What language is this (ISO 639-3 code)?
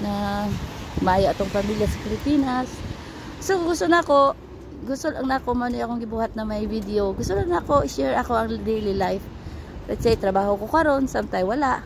ceb